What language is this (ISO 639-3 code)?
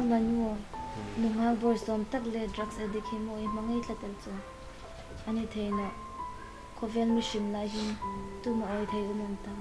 hmr